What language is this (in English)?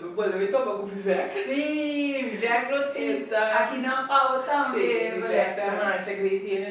Papiamento